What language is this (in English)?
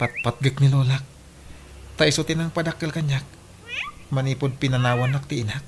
Iloko